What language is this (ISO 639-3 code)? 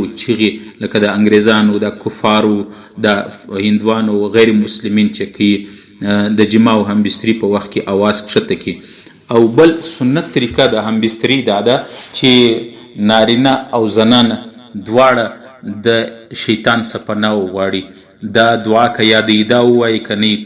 pus